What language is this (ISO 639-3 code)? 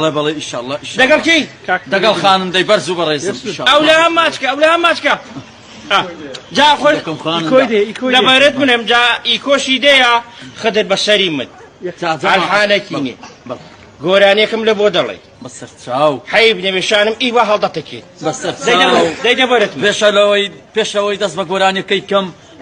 ckb